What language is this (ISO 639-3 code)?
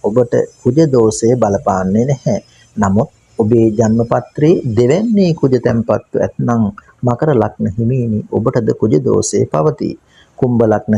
sin